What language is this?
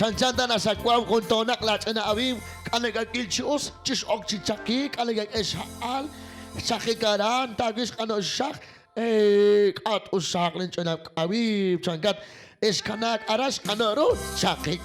Kekchí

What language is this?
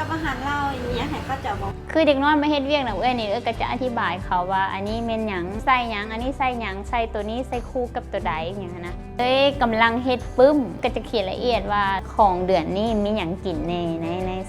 Lao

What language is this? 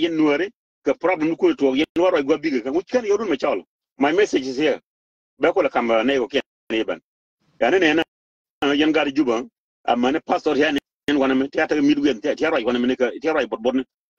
Nuer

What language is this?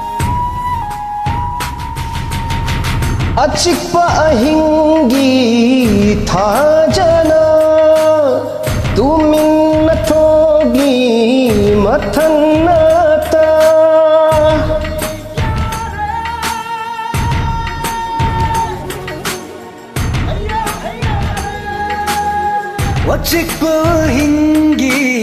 Manipuri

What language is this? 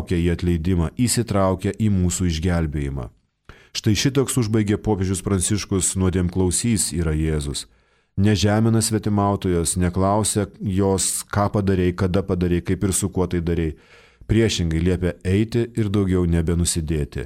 Lithuanian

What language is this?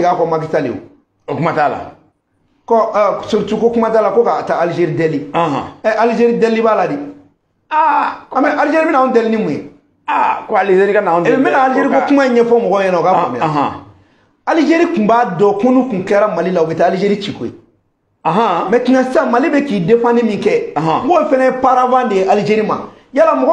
Bambara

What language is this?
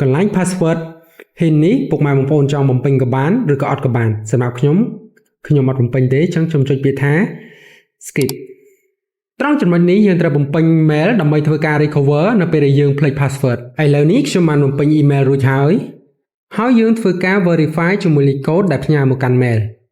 Khmer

